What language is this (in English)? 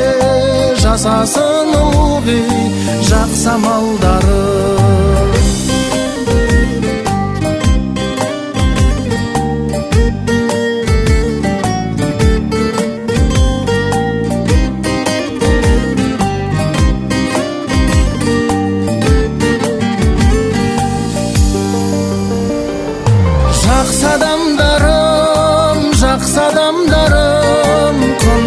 Kazakh